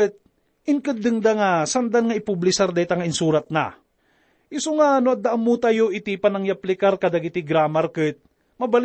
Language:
Iloko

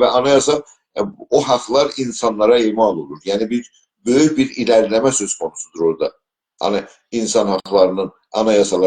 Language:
South Azerbaijani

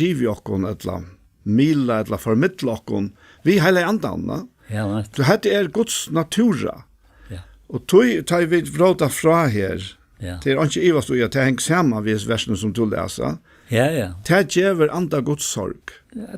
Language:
Faroese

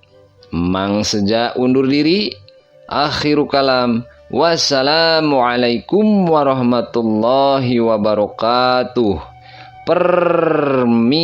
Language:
Sundanese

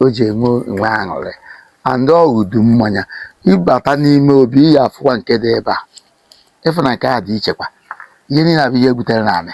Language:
Igbo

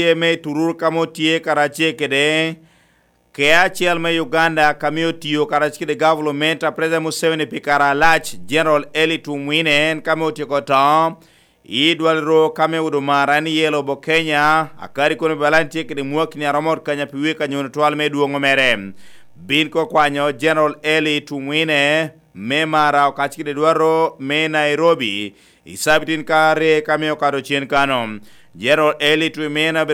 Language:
Lango (Uganda)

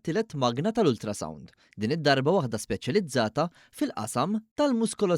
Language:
Maltese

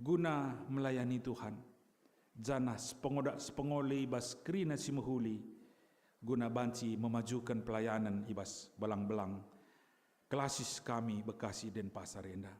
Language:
Batak Karo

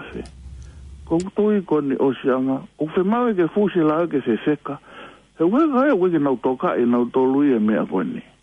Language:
Tongan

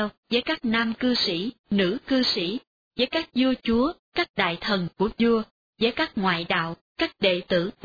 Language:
Vietnamese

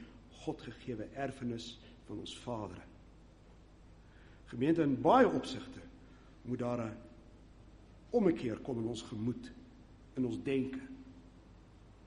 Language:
Afrikaans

